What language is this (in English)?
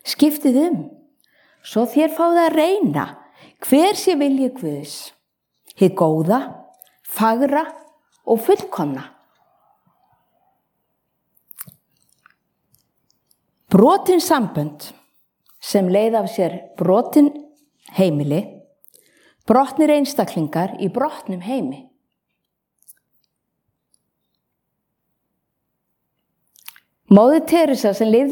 Icelandic